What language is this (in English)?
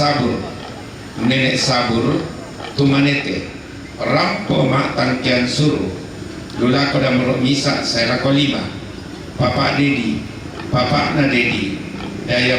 Toraja-Sa'dan